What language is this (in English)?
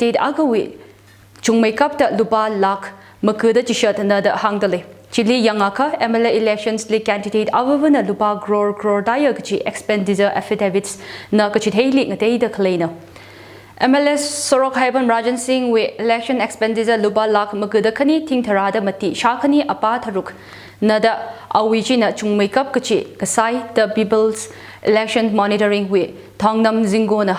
Tangkhul Naga (India)